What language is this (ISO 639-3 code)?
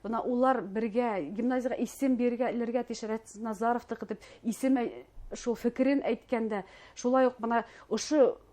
bak